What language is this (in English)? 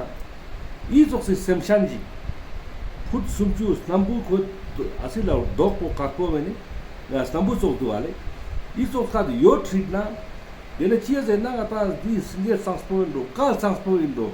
Ladakhi